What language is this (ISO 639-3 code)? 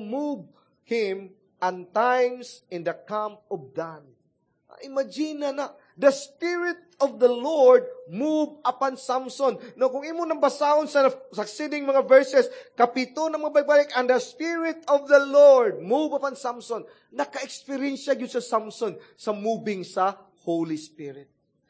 ceb